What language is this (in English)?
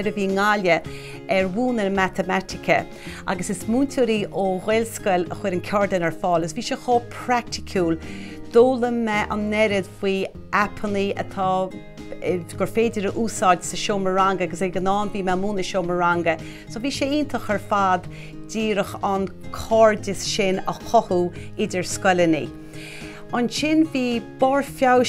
Irish